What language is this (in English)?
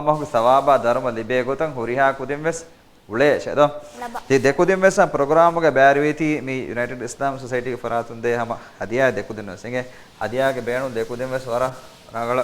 Divehi